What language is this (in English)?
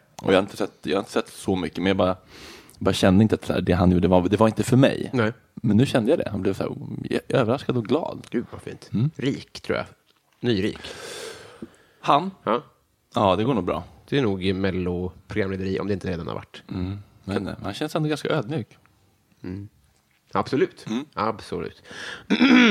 Swedish